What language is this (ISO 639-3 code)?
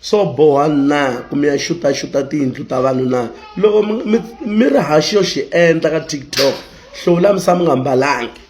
tso